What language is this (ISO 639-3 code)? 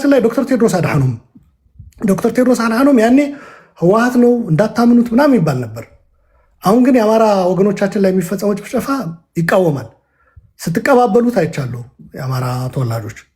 amh